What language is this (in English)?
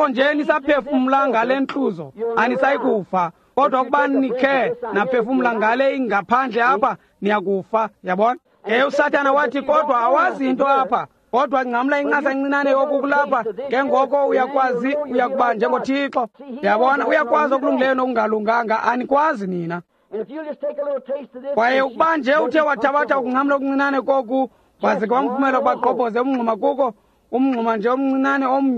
Xhosa